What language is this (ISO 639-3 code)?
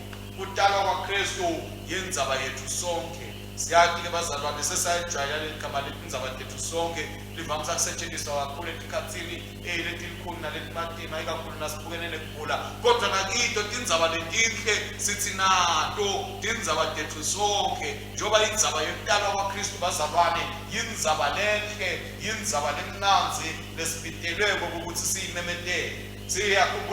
ssw